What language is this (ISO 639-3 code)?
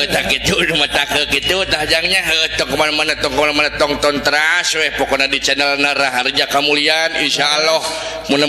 sun